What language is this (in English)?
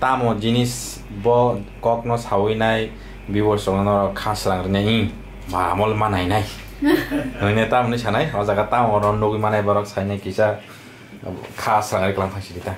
Kok Borok